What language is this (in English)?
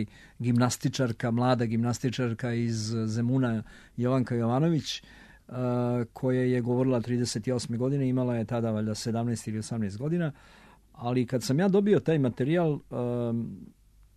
Serbian